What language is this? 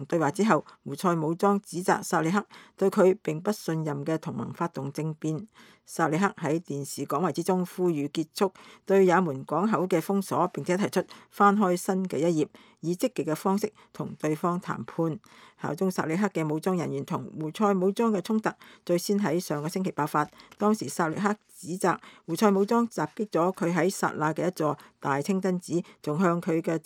Cantonese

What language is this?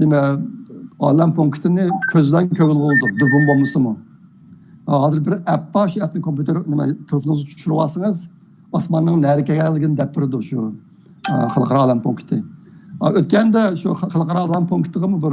Uyghur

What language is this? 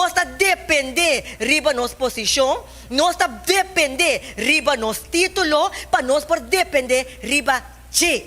Papiamento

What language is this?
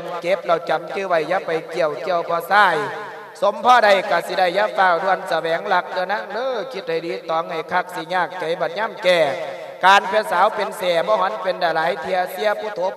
Lao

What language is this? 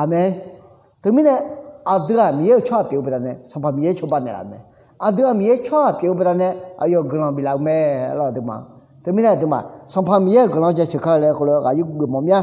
Akha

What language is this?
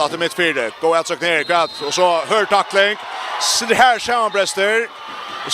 Faroese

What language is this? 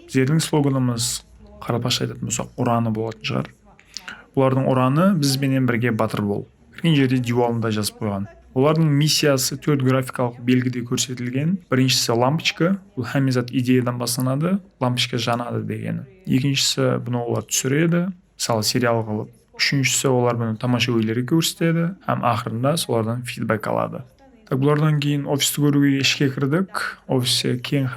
Kara-Kalpak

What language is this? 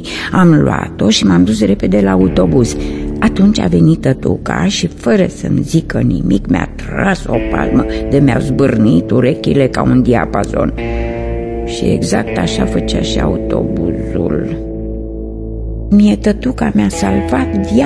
Romanian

